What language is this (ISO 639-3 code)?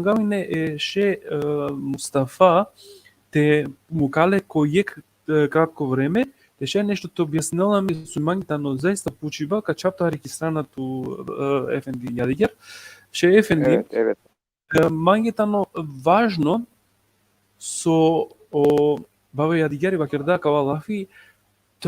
rmn